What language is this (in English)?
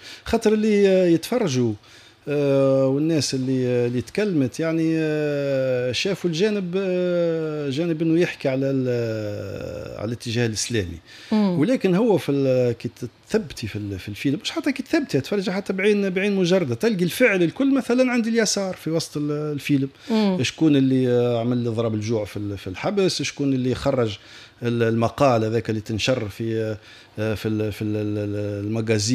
Tunisian Arabic